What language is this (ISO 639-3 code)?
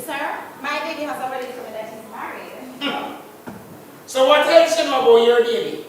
jam